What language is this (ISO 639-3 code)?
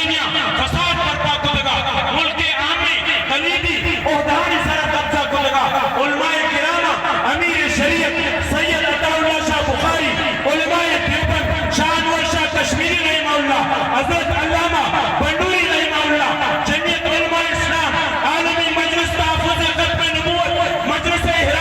bal